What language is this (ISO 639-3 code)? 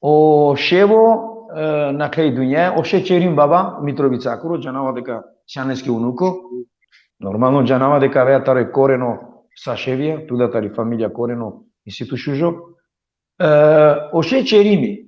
rmn